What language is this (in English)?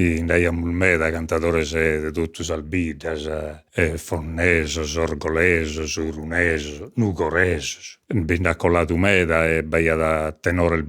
Sardinian